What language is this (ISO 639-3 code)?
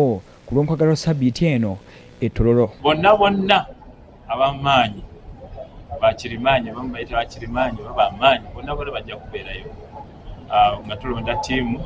lug